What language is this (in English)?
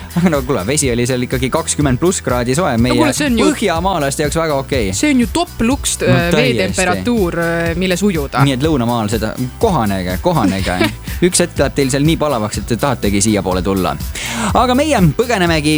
Estonian